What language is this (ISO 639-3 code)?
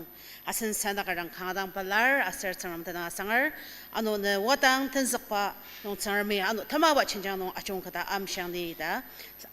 njo